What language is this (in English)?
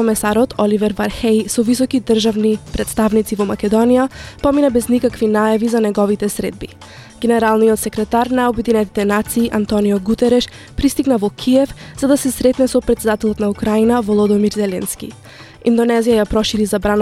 Macedonian